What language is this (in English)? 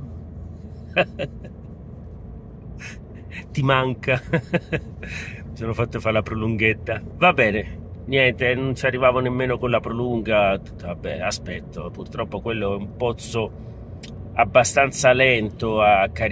Italian